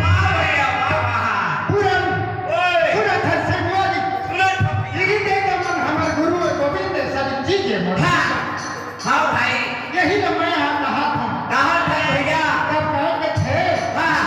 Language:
Chhattisgarhi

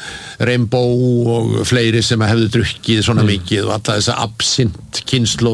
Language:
Icelandic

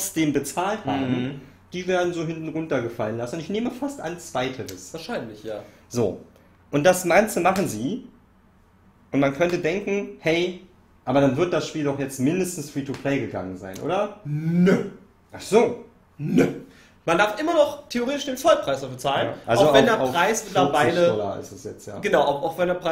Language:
German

